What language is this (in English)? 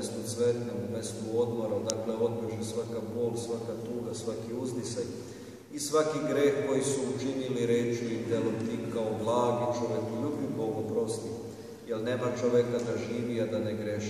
Serbian